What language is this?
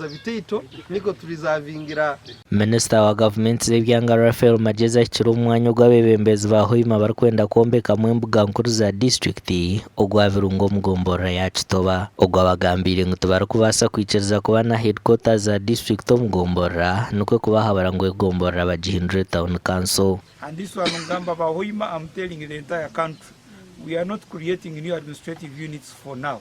Nyankole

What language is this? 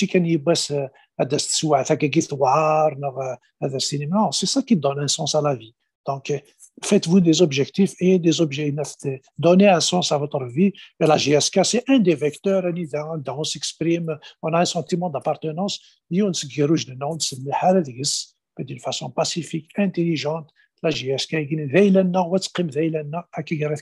Kabyle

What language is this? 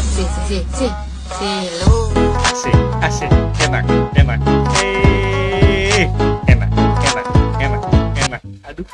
Ambonese Malay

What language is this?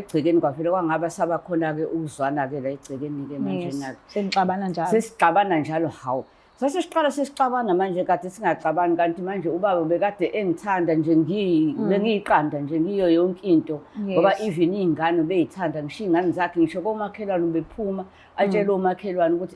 Zulu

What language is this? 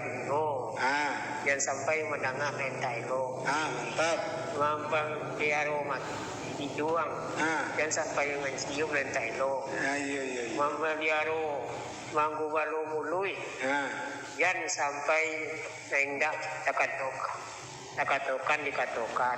Minangkabau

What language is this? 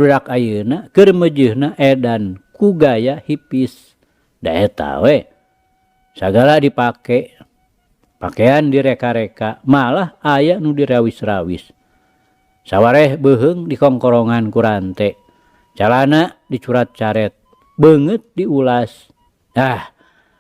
Sundanese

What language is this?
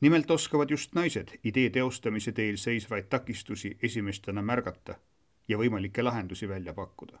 Estonian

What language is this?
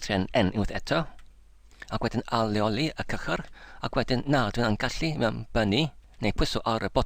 Welsh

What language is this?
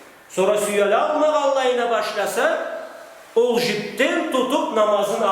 Karachay-Balkar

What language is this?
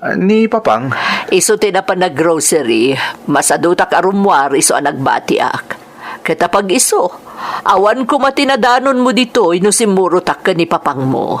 Iloko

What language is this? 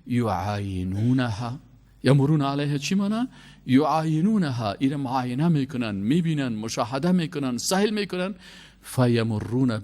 Persian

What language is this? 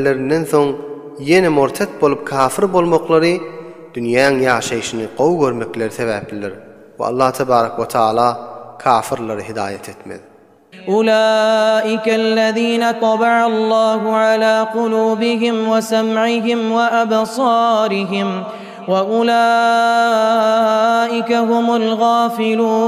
Turkmen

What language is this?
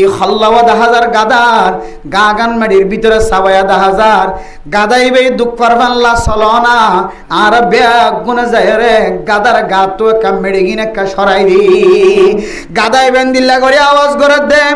Rohingya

